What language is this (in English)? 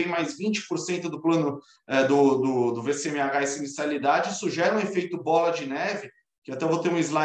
Portuguese